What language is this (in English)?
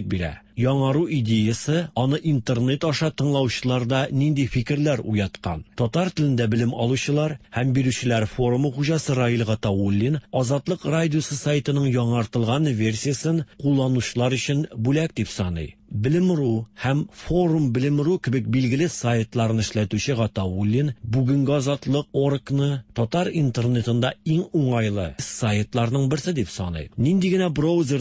Tatar